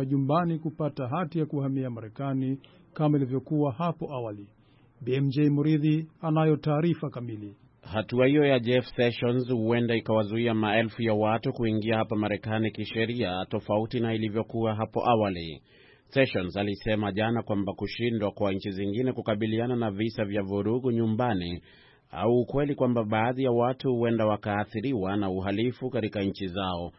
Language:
Swahili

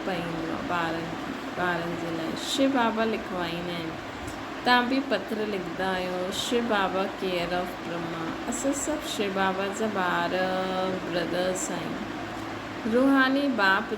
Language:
Sindhi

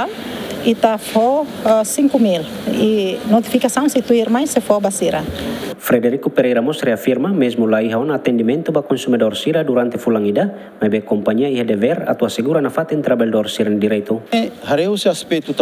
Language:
Tetum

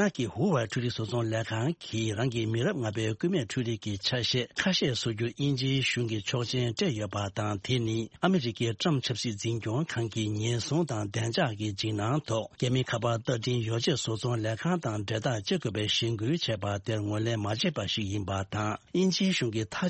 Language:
Tibetan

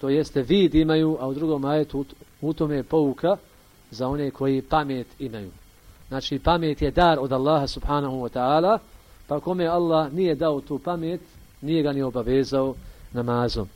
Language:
Bosnian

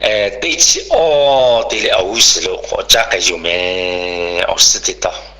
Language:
Lahu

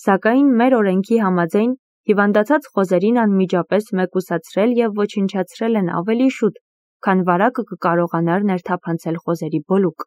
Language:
Armenian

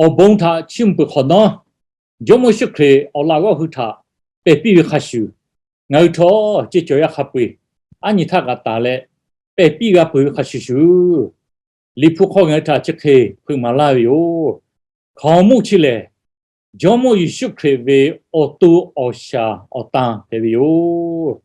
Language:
Lahu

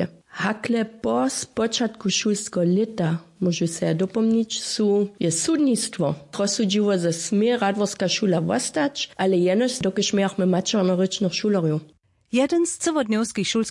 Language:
Upper Sorbian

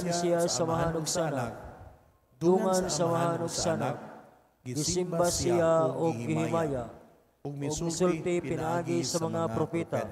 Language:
Cebuano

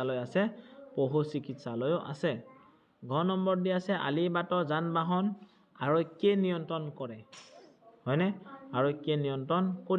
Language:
Assamese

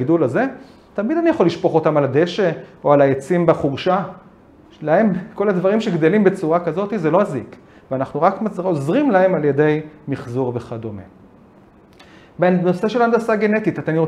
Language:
Hebrew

